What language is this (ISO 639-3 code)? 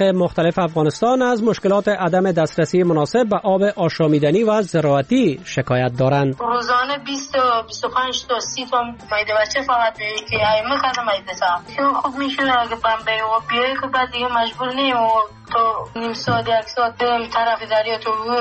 fas